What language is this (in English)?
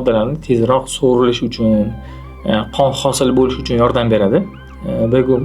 Uzbek